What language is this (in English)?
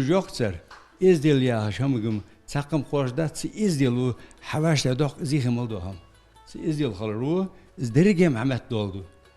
Ingush